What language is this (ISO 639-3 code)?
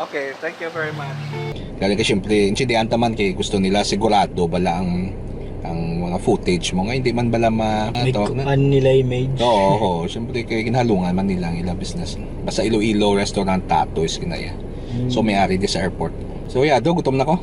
hil